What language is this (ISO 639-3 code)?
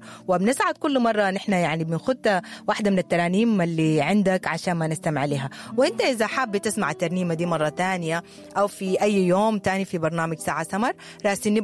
apd